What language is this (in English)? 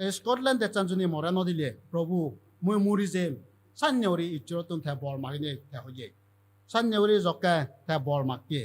Chakma